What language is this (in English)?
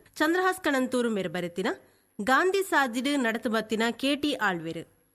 Tulu